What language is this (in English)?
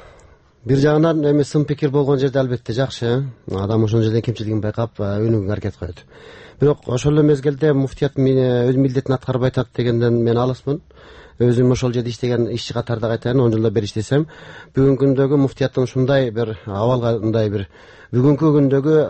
Kyrgyz